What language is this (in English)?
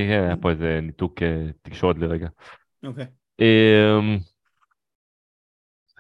Hebrew